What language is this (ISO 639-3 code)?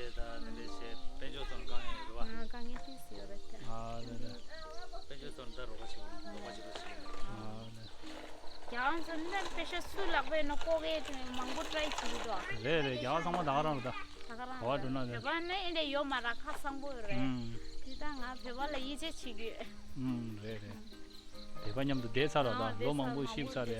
bod